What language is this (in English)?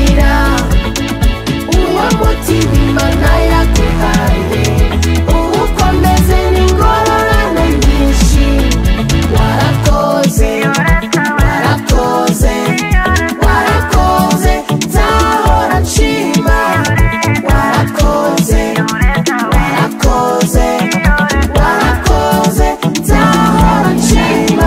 Kinyarwanda